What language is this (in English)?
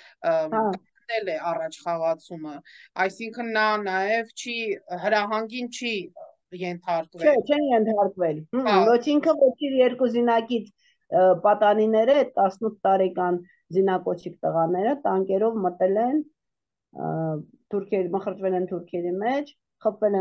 Armenian